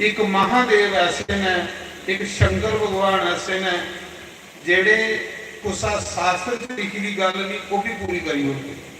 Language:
Dogri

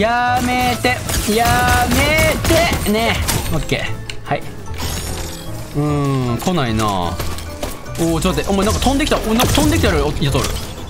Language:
Japanese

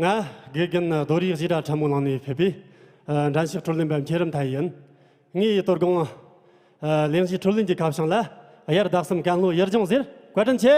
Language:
Tibetan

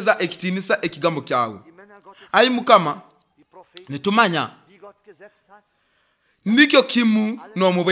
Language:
Nyoro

